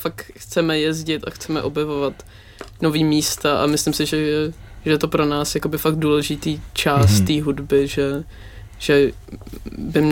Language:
Czech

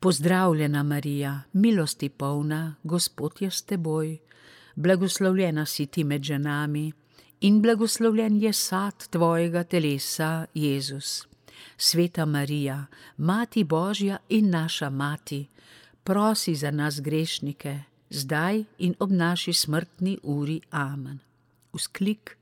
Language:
Slovenian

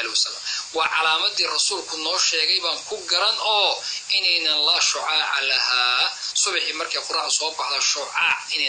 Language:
Somali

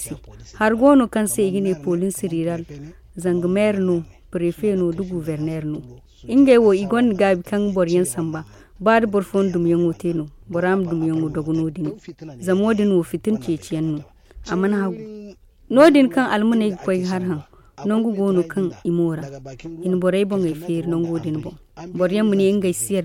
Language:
Zarma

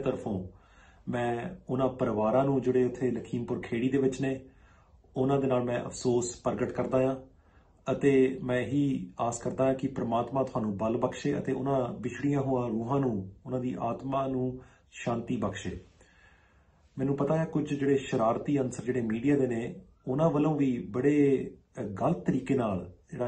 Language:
Punjabi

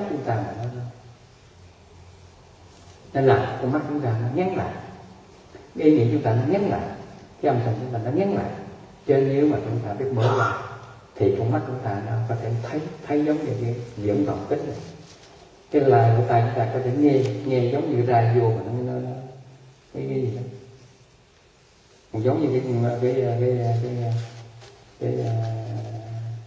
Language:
Vietnamese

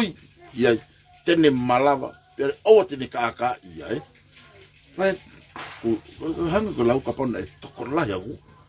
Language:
Tongan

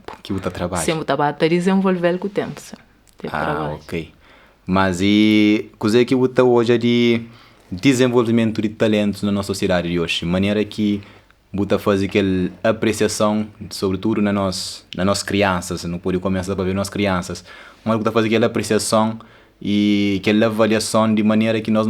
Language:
Kabuverdianu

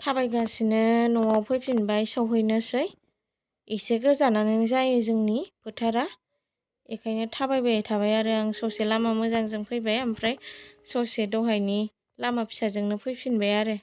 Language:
Bodo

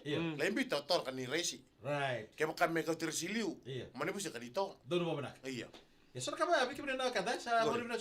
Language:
Fijian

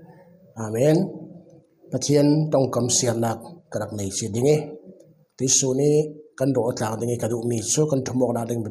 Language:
Falam Chin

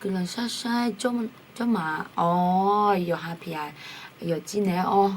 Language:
Akha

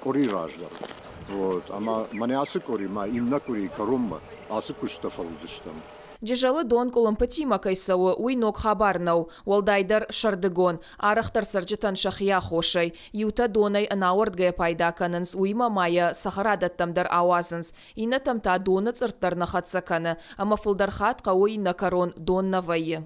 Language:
Ossetic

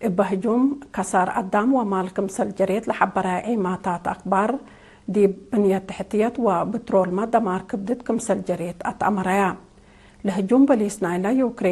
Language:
Tigre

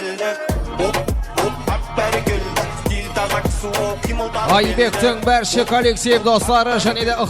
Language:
Kara-Kalpak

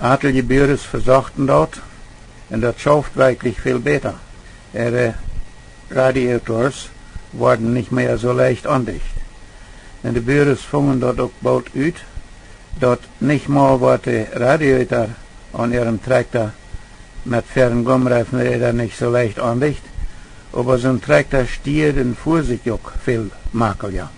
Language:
Plautdietsch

